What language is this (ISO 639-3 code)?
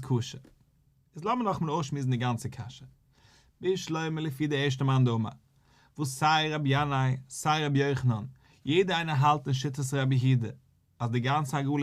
yid